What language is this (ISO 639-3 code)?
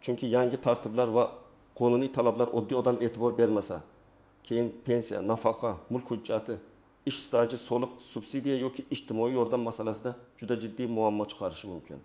uzb